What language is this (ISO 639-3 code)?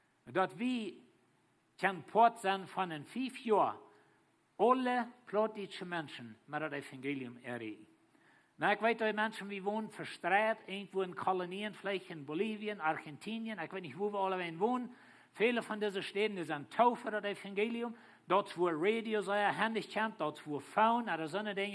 pdt